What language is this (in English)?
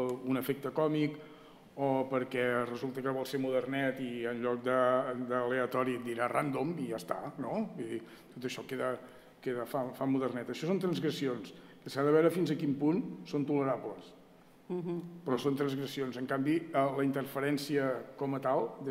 Catalan